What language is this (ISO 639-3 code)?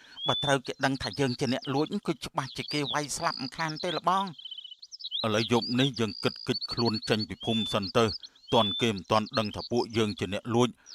khm